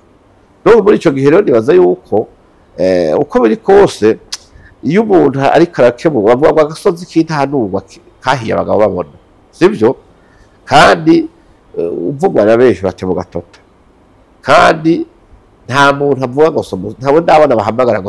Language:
Rundi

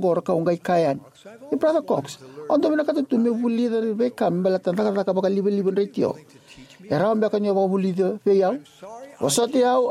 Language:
Fijian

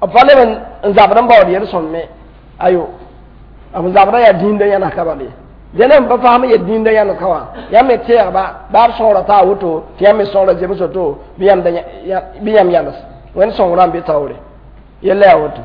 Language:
Mossi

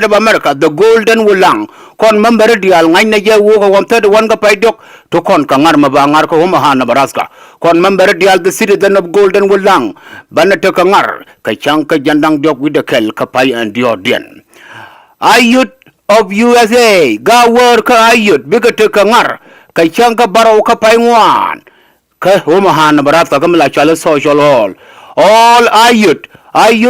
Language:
Nuer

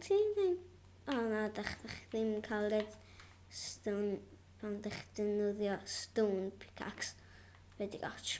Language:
Welsh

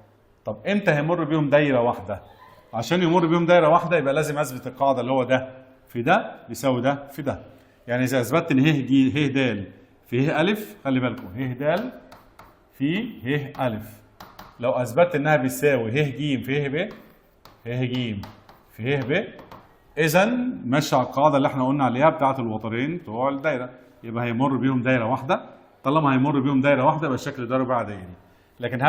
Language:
Egyptian Arabic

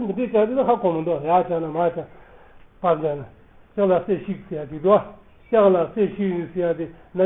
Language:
Tibetan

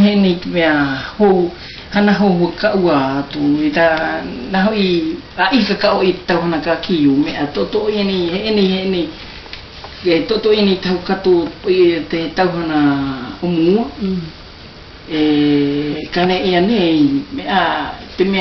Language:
South Marquesan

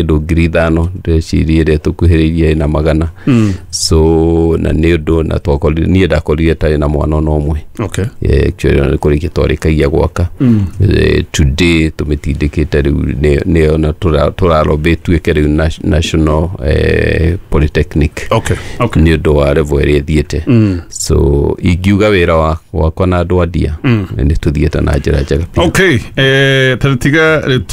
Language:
Kikuyu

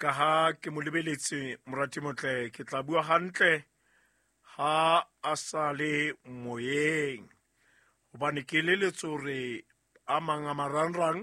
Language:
Southern Sotho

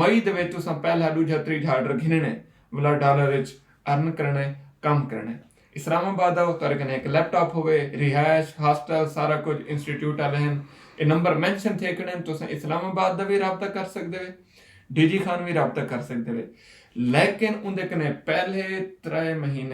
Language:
Saraiki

